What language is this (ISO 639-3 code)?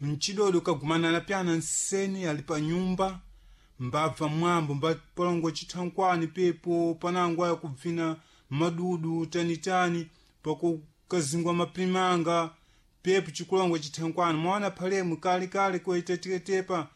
seh